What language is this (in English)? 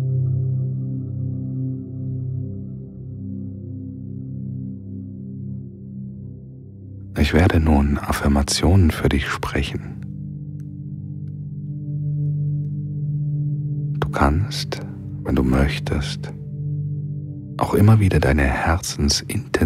German